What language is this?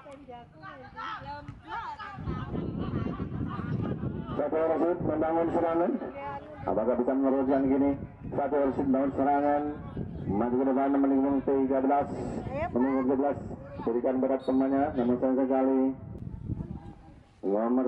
Indonesian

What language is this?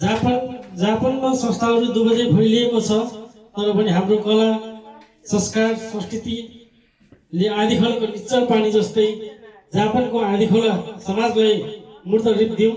Nepali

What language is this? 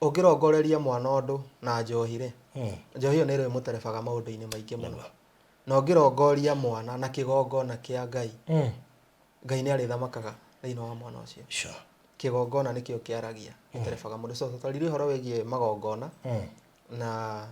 Kikuyu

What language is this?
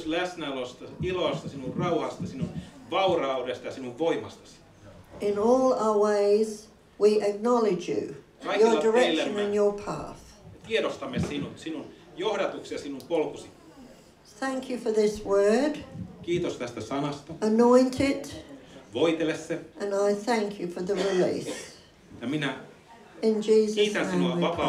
Finnish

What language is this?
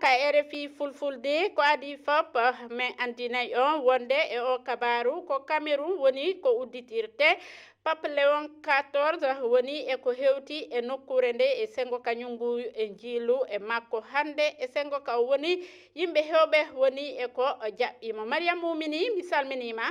Fula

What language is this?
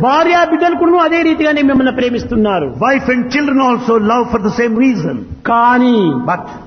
Telugu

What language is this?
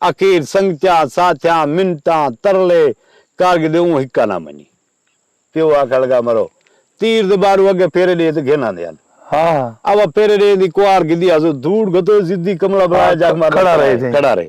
Saraiki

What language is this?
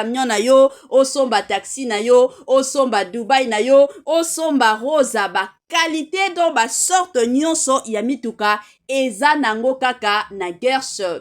Lingala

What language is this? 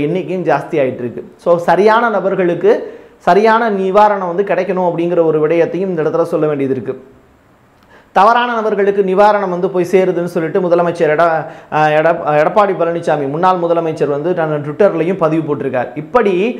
Tamil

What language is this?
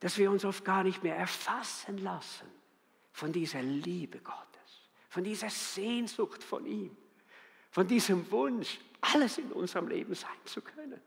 Swiss German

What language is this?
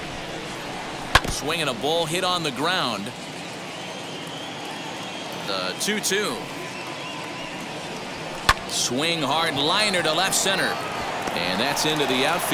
English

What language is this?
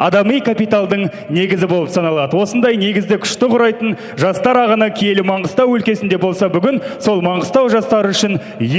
Kazakh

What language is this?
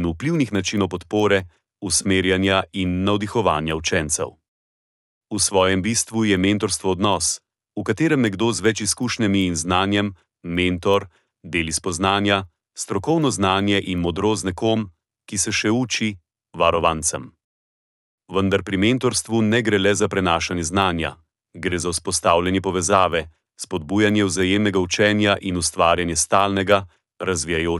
Slovenian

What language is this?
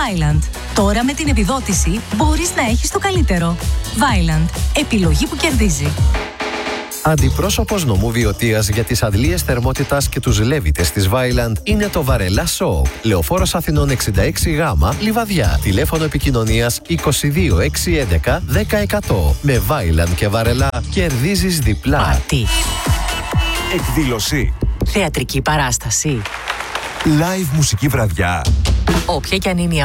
Greek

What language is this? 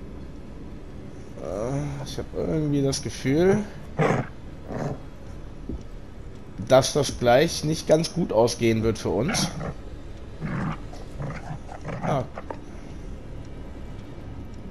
German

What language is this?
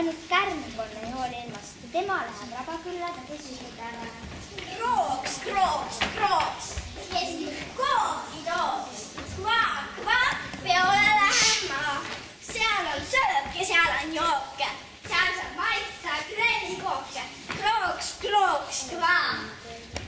Estonian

